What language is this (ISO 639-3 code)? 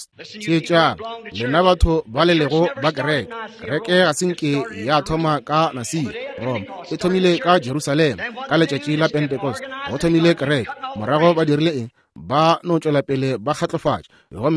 nso